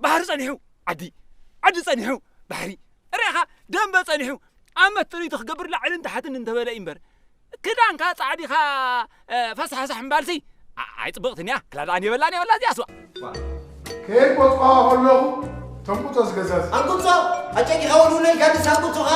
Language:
Tigrinya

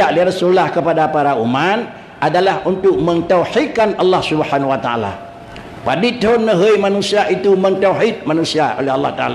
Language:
Achinese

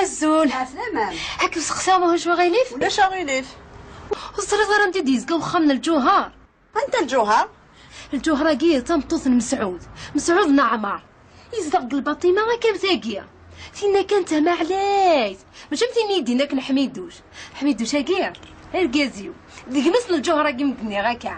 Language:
Kabyle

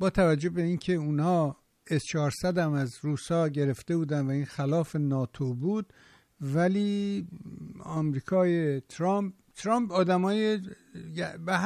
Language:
Persian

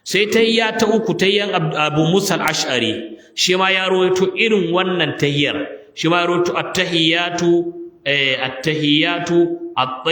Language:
Hausa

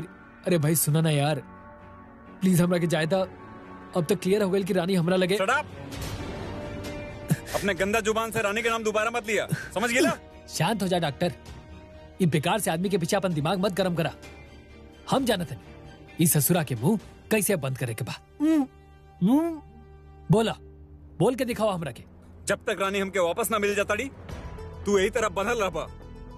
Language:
Bhojpuri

